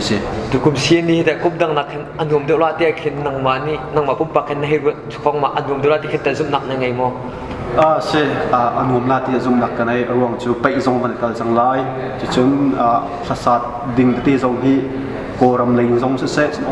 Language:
Hakha Chin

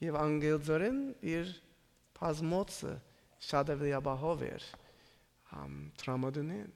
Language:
Armenian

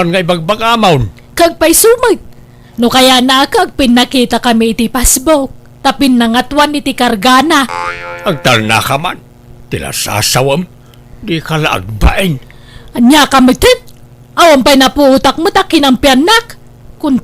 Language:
Iloko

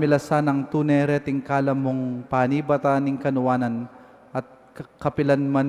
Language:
Pampanga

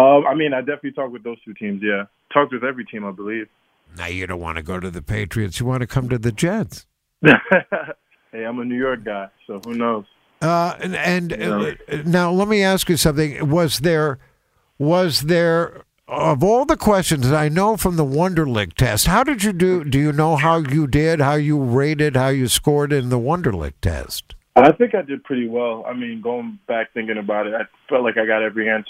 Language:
English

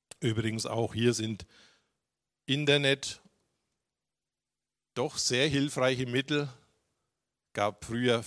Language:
German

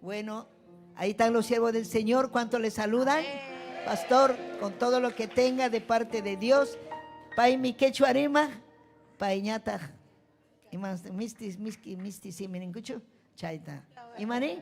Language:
Ayacucho Quechua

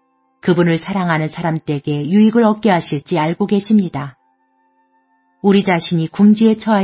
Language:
Korean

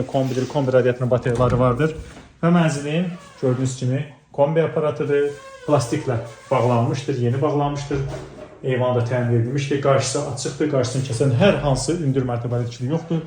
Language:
Azerbaijani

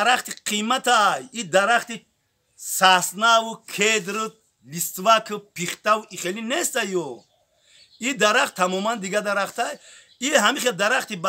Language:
Tajik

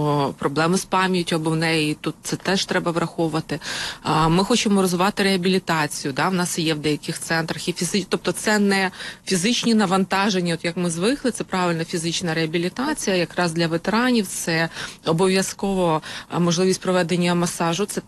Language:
Ukrainian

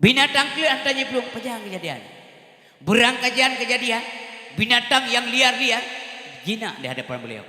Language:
Achinese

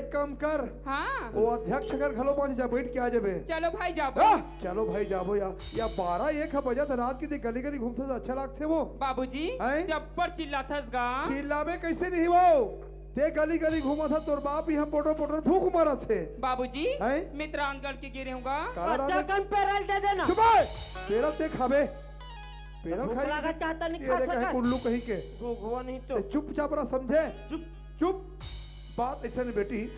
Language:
Chhattisgarhi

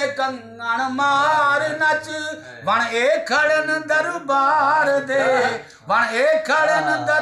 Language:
Saraiki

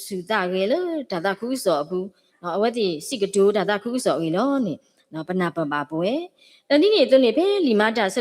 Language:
S'gaw Karen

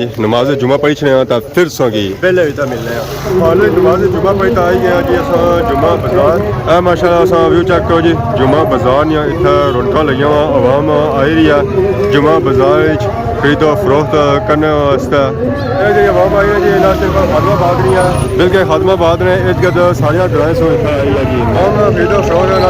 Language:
Pahari-Potwari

